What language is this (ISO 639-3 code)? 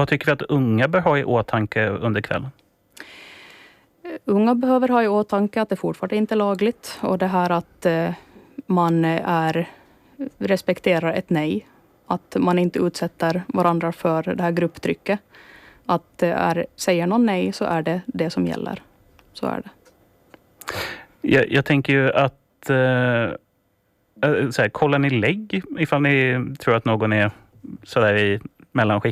swe